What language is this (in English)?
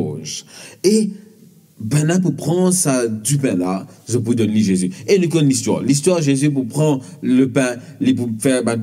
Morisyen